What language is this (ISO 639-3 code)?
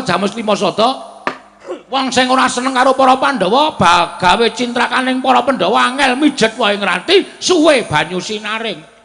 jav